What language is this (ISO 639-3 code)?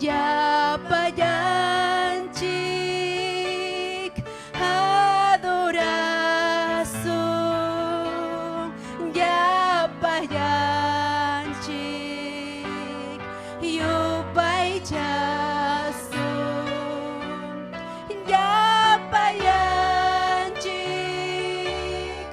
quy